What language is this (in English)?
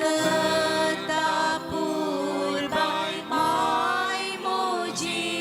Konkani